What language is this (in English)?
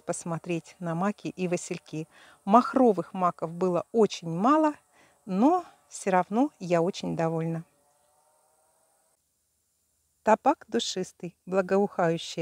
Russian